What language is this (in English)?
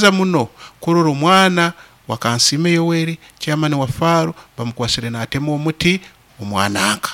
Nyoro